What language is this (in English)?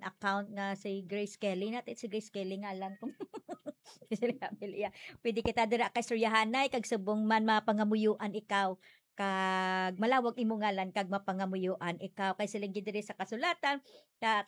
Hiligaynon